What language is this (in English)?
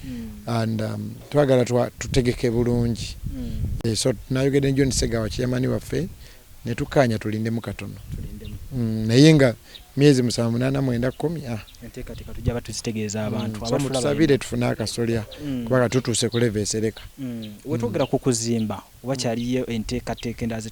Ganda